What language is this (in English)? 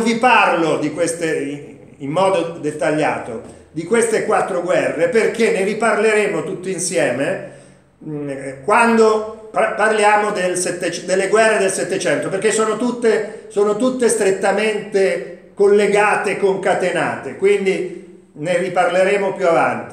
Italian